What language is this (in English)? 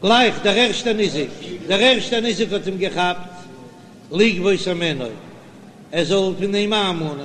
Yiddish